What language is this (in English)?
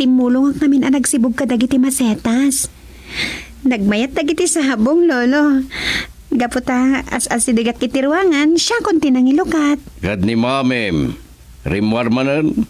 Iloko